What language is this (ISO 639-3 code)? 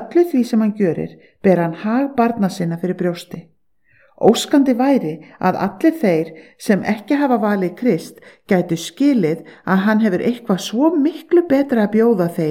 isl